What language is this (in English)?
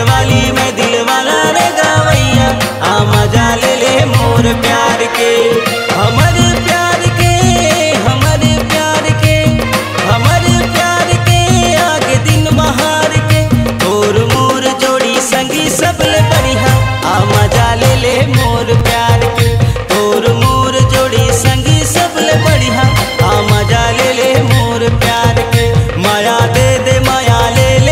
Chhattisgarhi